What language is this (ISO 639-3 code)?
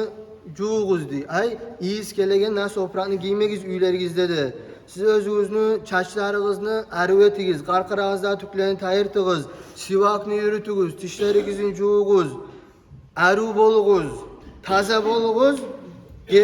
kum